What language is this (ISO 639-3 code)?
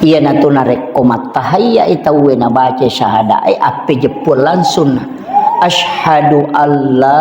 bug